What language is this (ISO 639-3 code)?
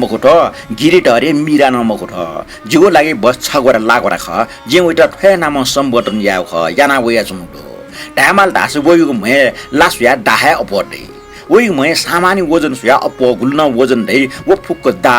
new